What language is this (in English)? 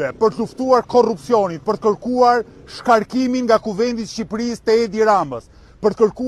Albanian